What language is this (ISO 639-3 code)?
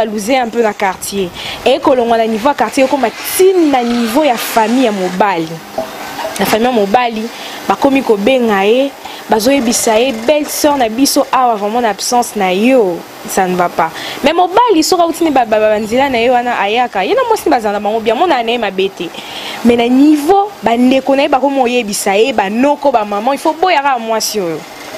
lin